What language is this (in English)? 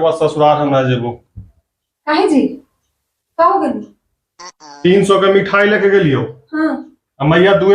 Magahi